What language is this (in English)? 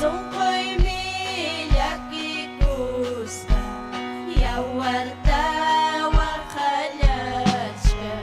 Ayacucho Quechua